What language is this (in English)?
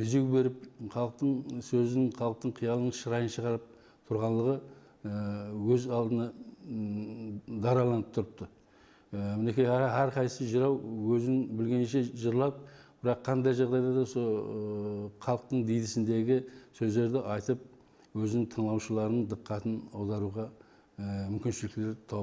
Kara-Kalpak